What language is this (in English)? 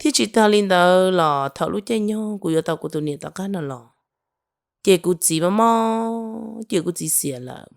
Hmong